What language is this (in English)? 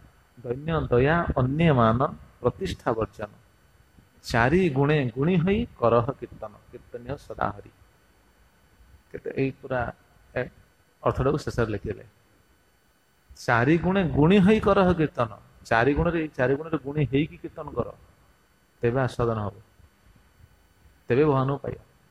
Odia